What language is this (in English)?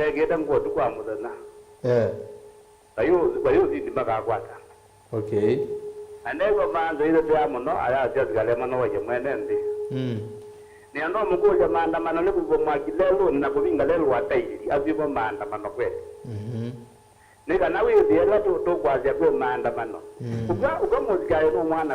Kamba